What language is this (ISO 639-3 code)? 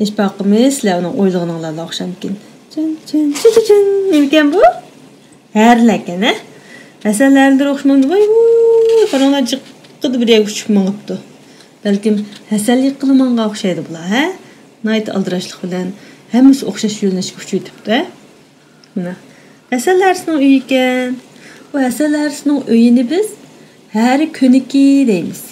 uig